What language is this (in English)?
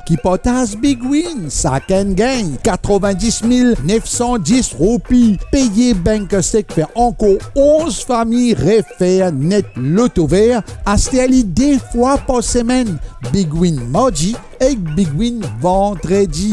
Morisyen